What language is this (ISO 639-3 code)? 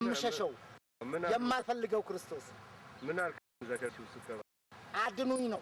amh